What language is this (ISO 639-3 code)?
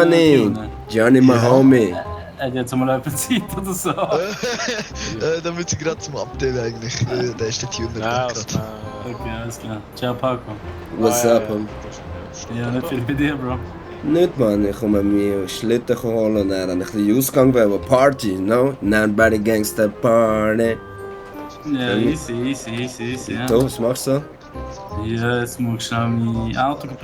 gsw